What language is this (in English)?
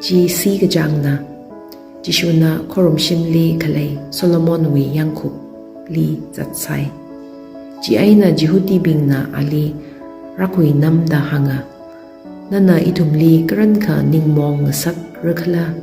Tangkhul Naga (India)